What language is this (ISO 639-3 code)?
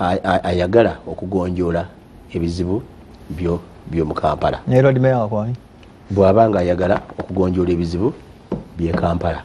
lug